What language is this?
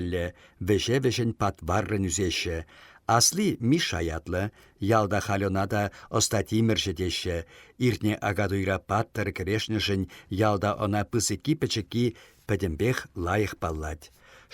Chuvash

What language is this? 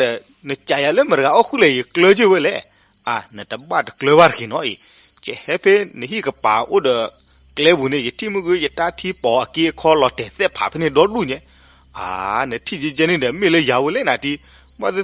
S'gaw Karen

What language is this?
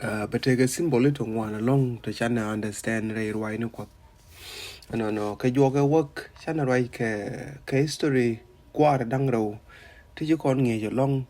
Nuer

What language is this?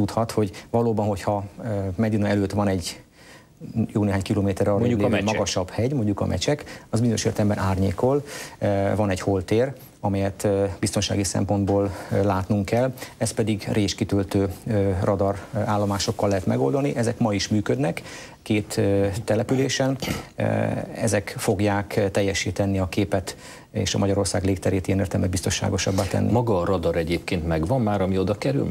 Hungarian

